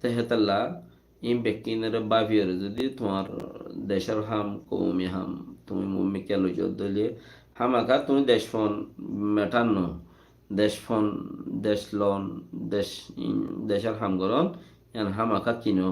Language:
Rohingya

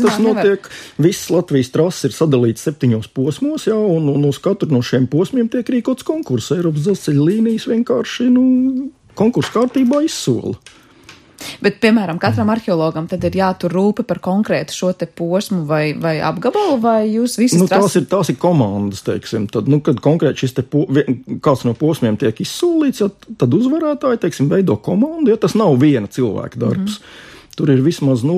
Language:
Latvian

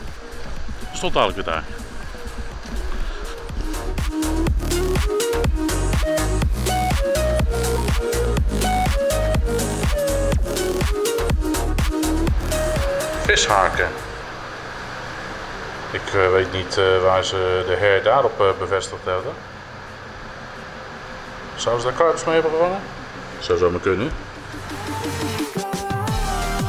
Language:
Dutch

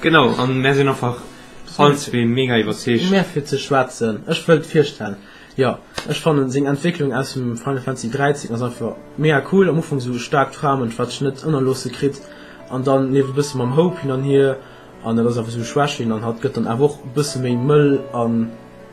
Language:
Luxembourgish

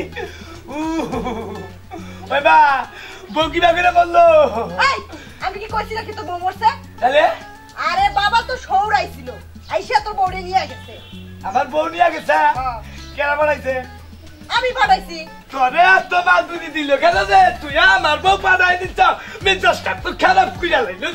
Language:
Bangla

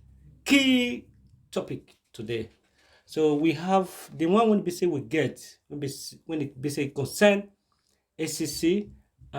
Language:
Nigerian Pidgin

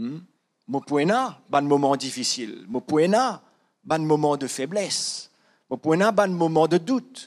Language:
Morisyen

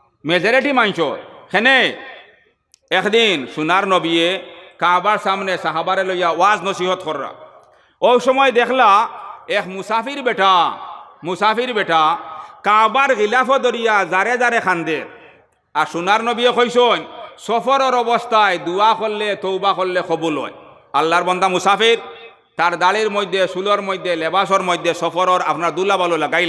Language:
Sylheti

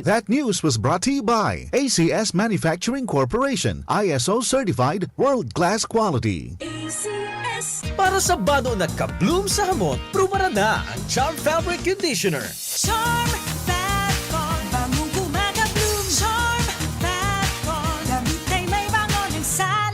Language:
Bikol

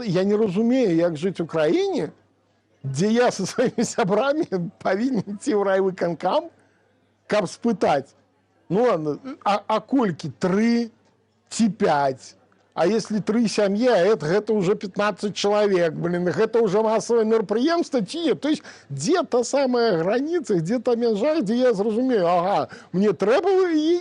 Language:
Belarusian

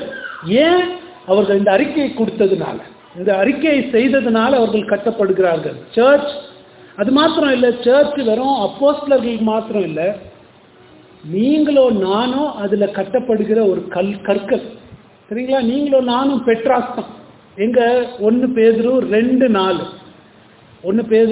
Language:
Tamil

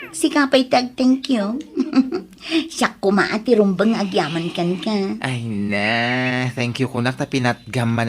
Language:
Iloko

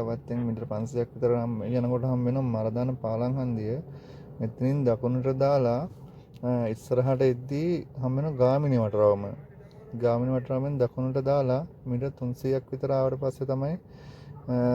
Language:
Sinhala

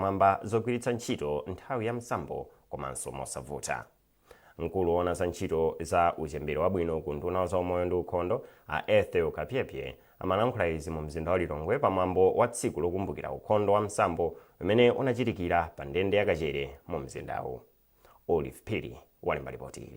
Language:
Nyanja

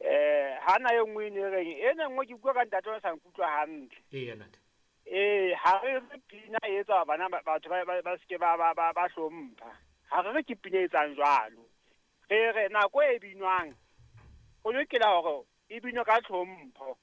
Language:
Southern Sotho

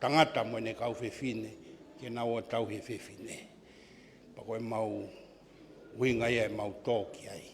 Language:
Tongan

